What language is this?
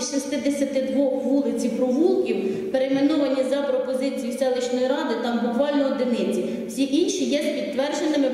Ukrainian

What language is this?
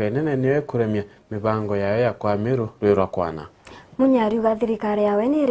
Meru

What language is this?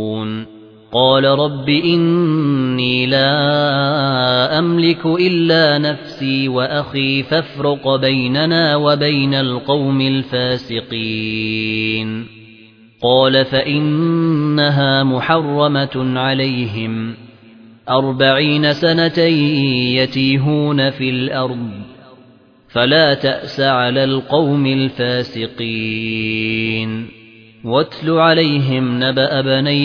Arabic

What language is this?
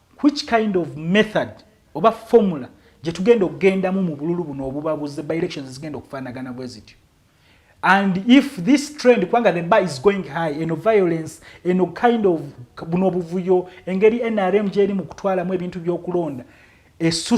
Ganda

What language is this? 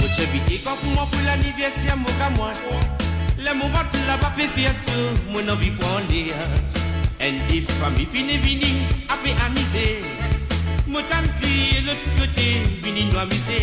Morisyen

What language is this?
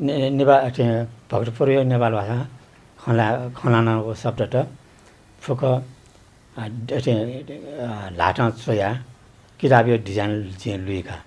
Newari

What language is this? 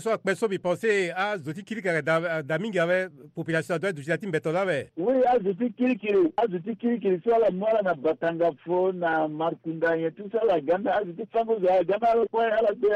Sango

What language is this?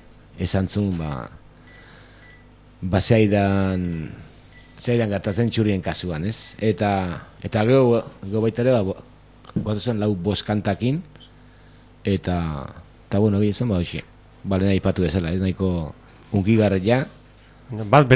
Basque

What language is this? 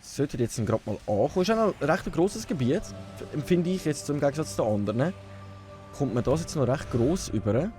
Swiss German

